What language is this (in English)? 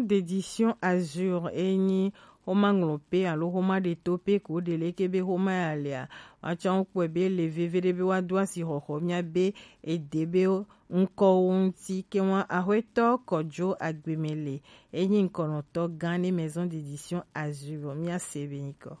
Gen